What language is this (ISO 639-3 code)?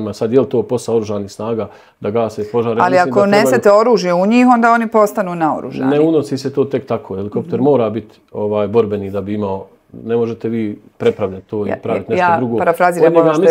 bos